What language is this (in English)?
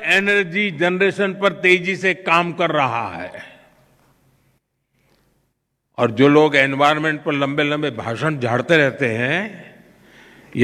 Hindi